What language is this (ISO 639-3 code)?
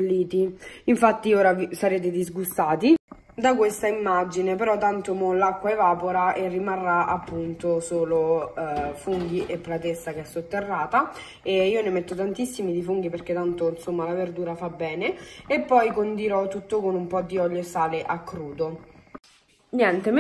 ita